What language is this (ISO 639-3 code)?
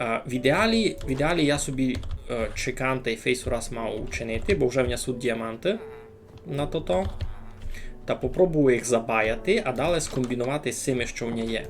rue